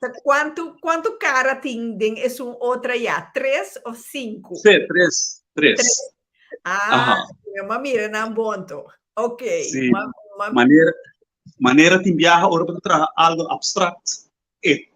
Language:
Papiamento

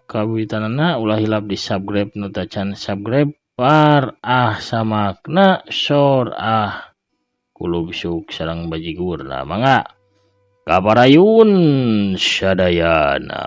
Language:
Sundanese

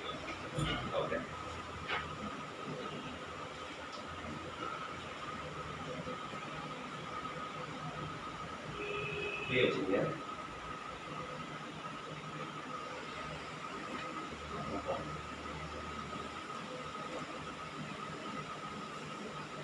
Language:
Tamil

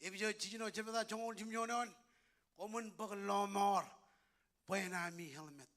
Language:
Marshallese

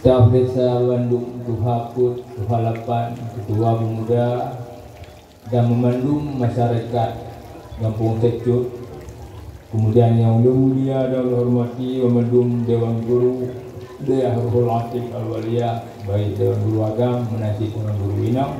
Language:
Achinese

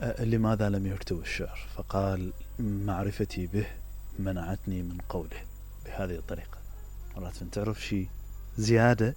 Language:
Mesopotamian Arabic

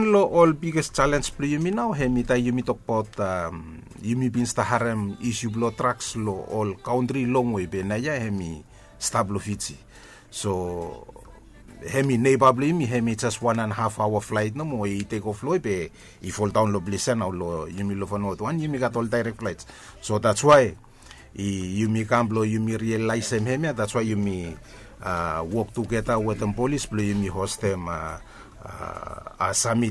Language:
Bislama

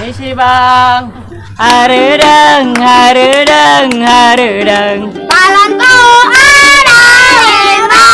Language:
Betawi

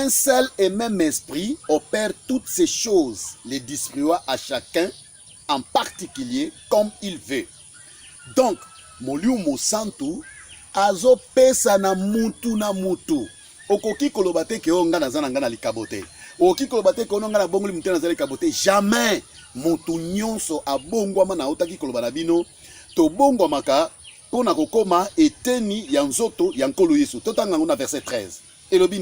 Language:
Lingala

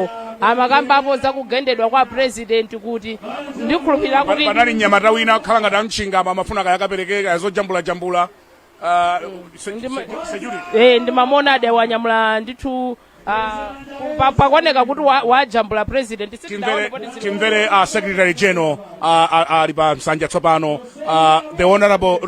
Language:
Nyanja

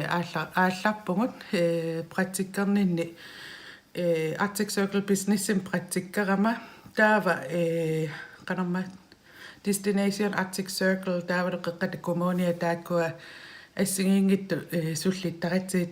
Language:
Kalaallisut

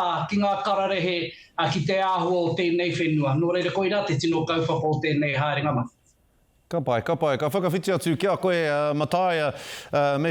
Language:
Māori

